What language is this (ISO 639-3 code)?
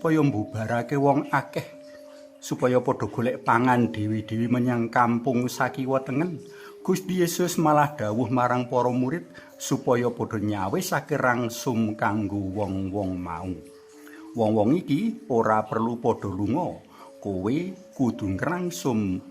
jav